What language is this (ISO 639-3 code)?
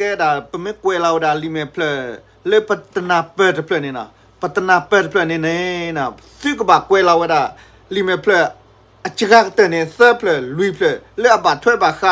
ksw